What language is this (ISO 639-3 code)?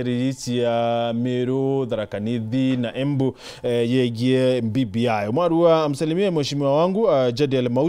mer